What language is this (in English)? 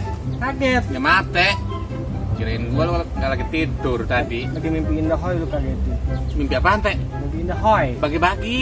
Betawi